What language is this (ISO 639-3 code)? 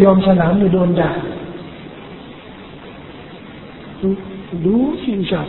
tha